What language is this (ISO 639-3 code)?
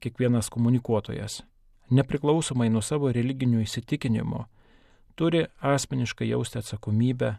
lit